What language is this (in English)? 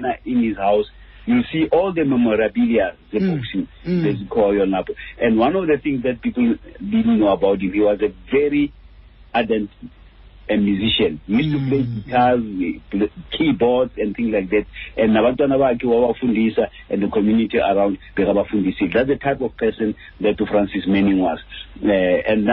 Xhosa